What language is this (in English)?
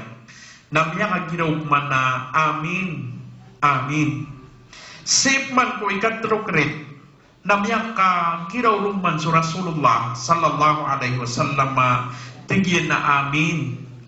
Maranao